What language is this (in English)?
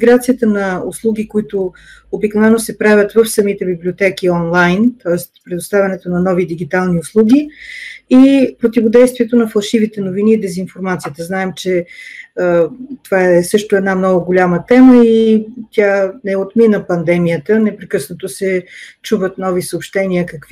Bulgarian